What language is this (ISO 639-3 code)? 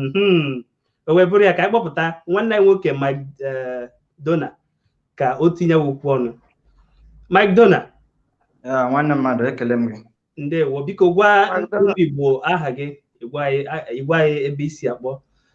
ibo